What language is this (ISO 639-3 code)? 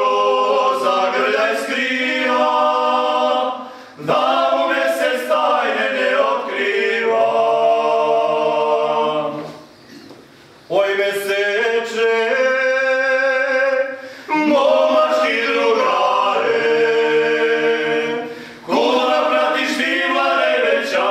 srp